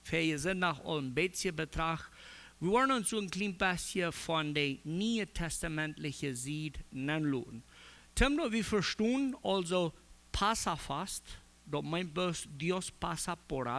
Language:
Plautdietsch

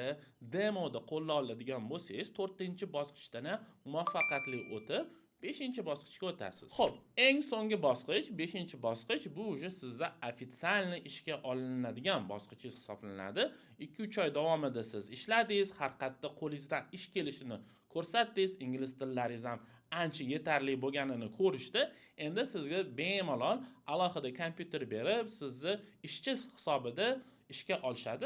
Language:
Uzbek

